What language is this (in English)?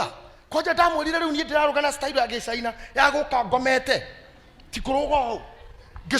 Kikuyu